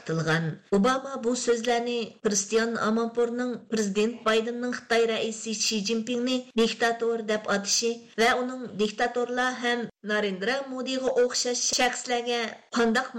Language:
Uyghur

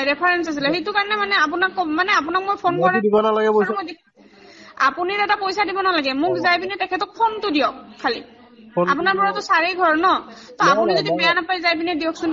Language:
Assamese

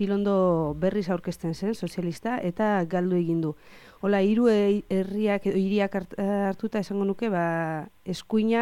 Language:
Basque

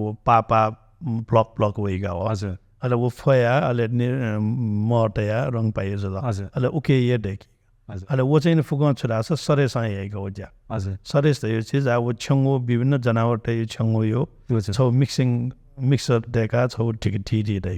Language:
Newari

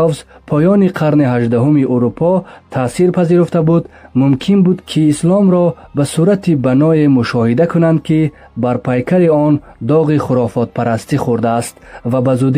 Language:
Tajik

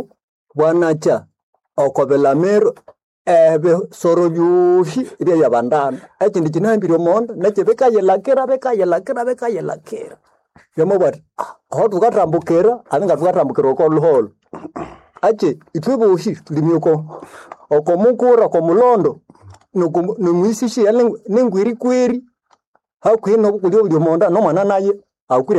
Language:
Nande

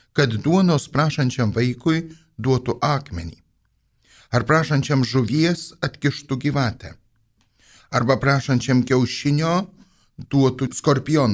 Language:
Lithuanian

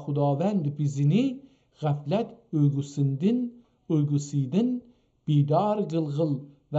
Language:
South Azerbaijani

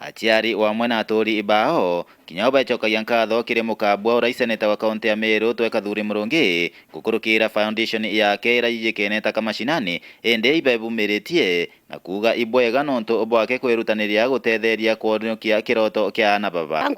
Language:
Meru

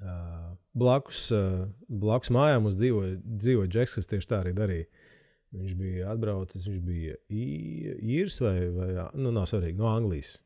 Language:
Latvian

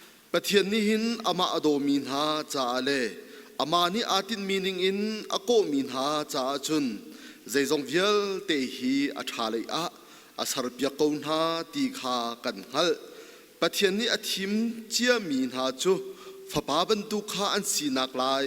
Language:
Hakha Chin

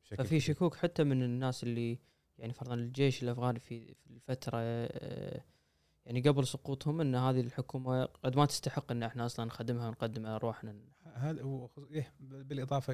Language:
Gulf Arabic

